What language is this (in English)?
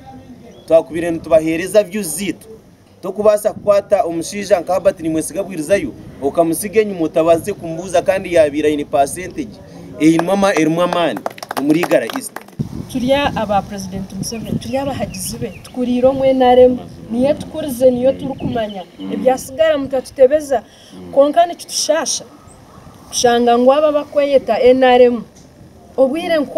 Nyankole